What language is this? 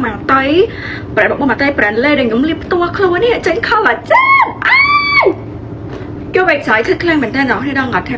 Khmer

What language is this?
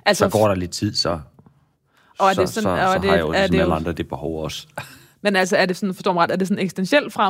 Danish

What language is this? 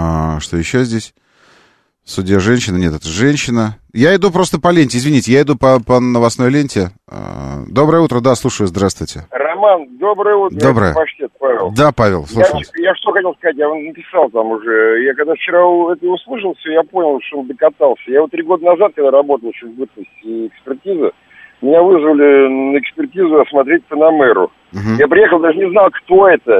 Russian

